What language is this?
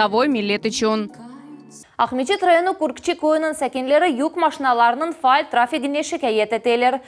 Crimean Tatar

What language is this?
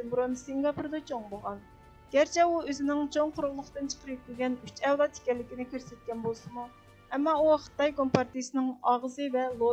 Uyghur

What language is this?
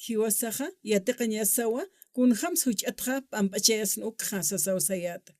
Aymara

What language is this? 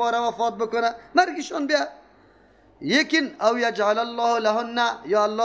Persian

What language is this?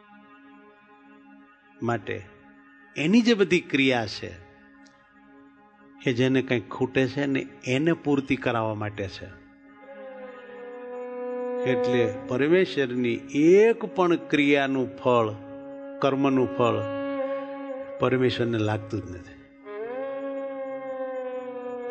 Gujarati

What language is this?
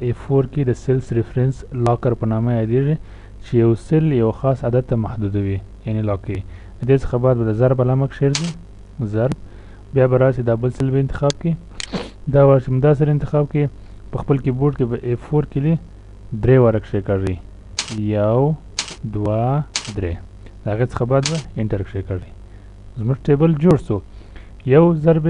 Pashto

